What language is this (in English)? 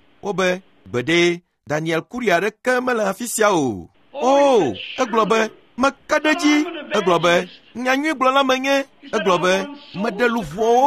Ewe